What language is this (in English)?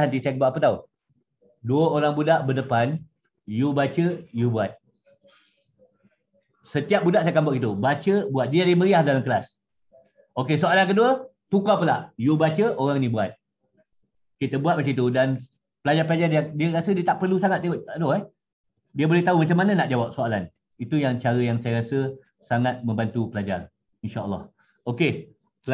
Malay